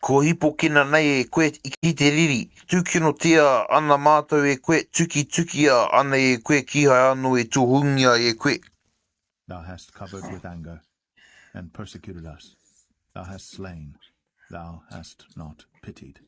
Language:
Māori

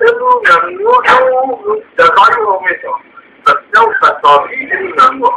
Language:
Zaza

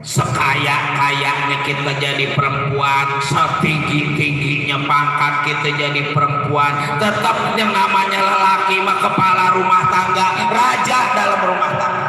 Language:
Betawi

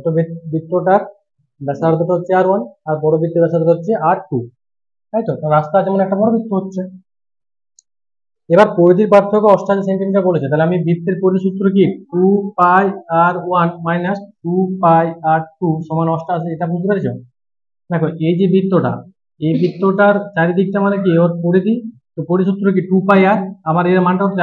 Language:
Bangla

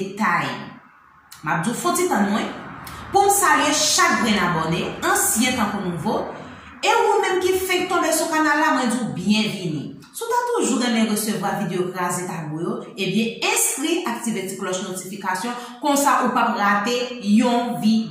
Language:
Haitian Creole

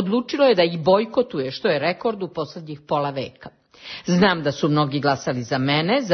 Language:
Serbian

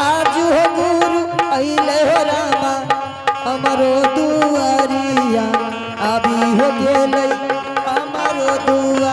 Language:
Angika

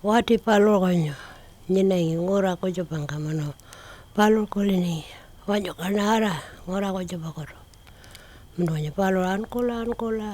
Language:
Pitjantjatjara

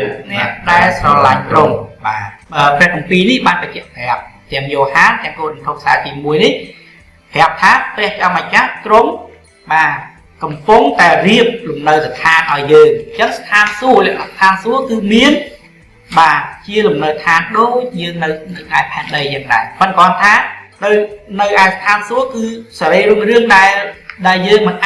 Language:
Khmer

